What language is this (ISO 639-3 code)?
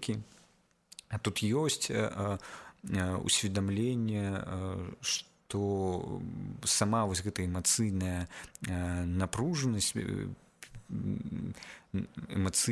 bel